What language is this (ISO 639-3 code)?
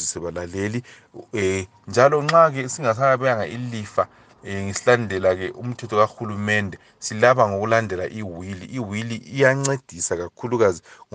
nde